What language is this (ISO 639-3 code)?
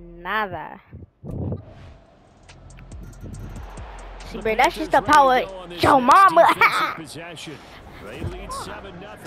eng